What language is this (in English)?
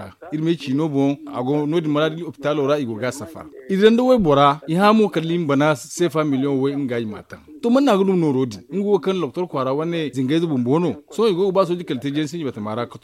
Zarma